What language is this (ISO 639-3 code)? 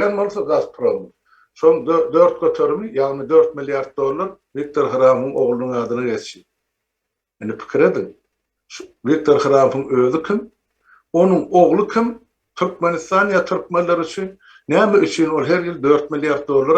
tuk